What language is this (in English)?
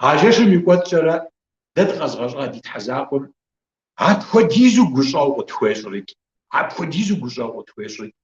Kabardian